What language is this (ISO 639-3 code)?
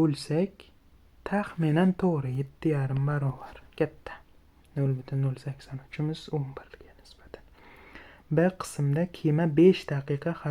uzb